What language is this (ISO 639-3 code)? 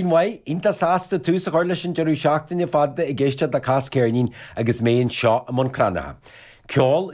gle